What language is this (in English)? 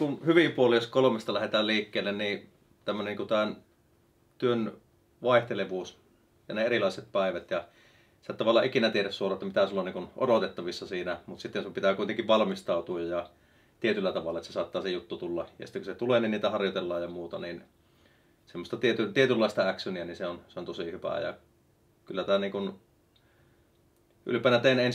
Finnish